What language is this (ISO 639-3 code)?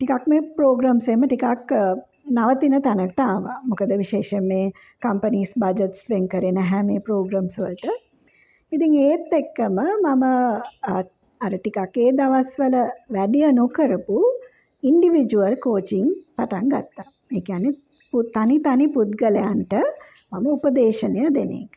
sin